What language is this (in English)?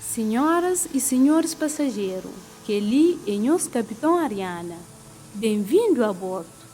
Kabuverdianu